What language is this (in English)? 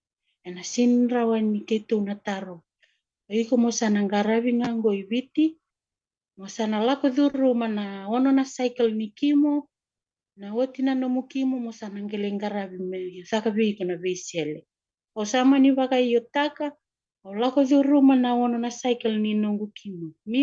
Fijian